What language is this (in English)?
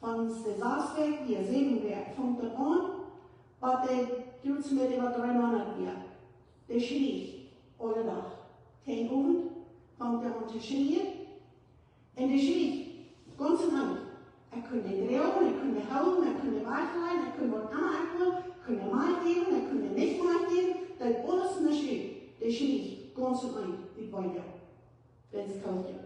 Plautdietsch